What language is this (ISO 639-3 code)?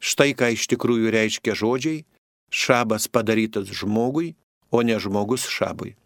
lit